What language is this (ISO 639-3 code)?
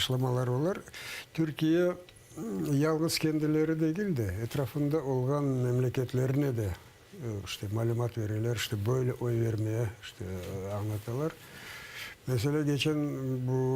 crh